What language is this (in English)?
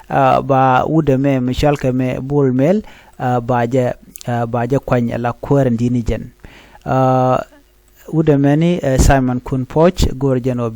Nuer